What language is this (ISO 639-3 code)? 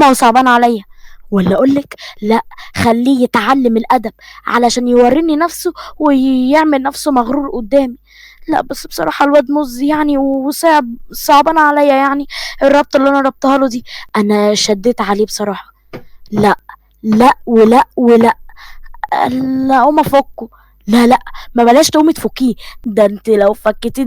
arz